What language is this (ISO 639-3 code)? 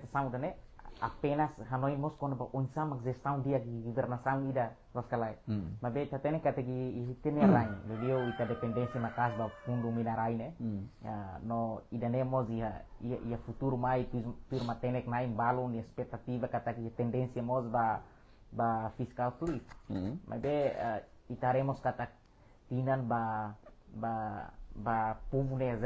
tet